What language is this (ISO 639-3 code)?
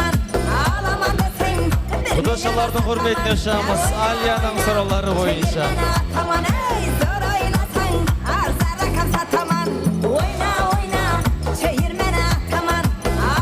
kaa